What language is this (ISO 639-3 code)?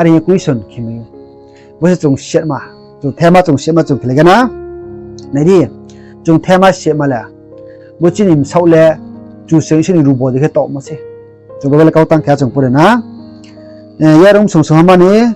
ria